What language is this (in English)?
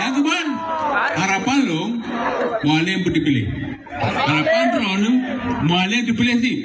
Achinese